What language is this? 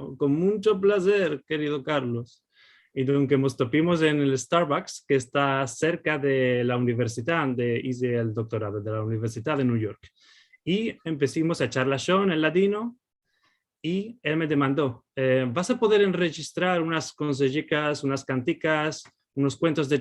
Ladino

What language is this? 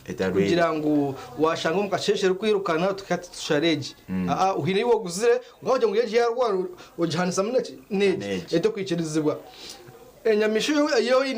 Nyankole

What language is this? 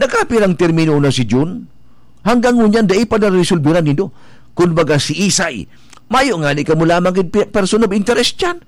Bikol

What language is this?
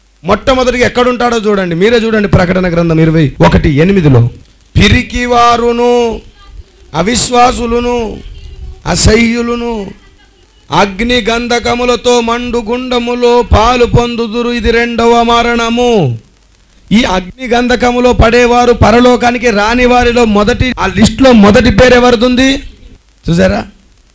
Telugu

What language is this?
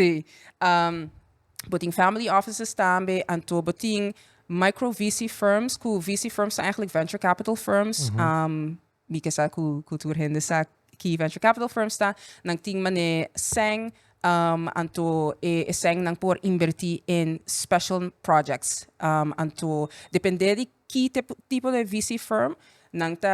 Papiamento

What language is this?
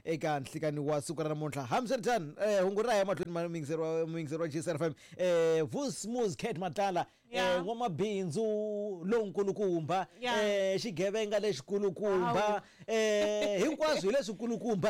Tsonga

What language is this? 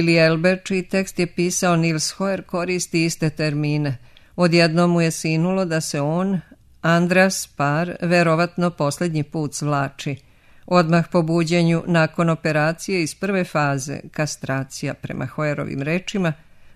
Serbian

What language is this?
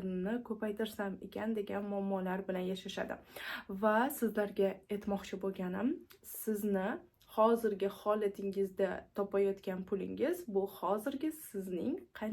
Uzbek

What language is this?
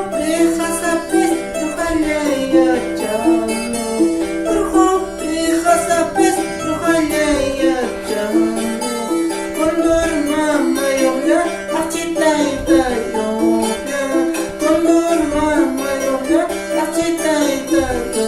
Ayacucho Quechua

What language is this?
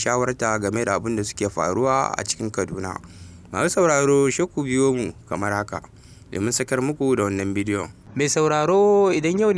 Hausa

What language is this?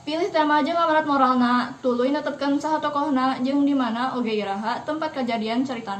Sundanese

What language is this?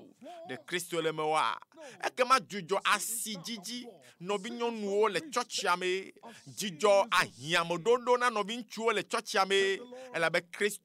Ewe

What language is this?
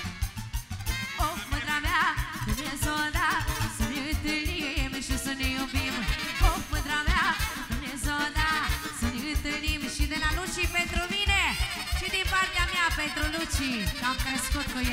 Romanian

